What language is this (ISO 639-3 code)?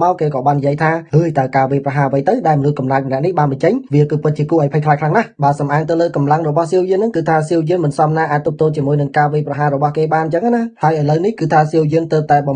khm